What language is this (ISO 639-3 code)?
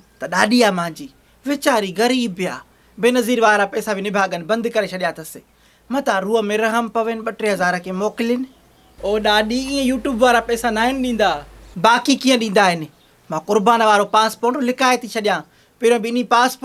snd